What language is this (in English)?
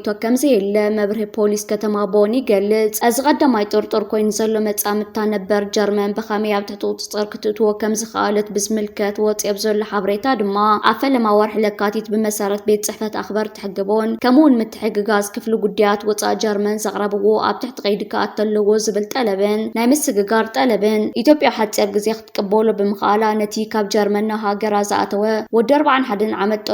Tigrinya